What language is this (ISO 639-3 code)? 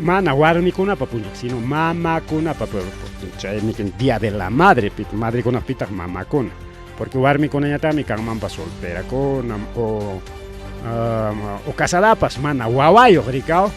quy